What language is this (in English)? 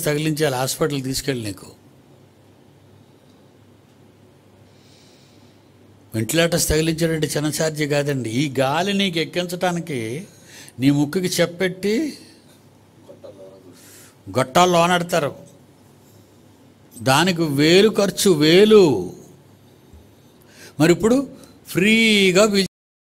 Telugu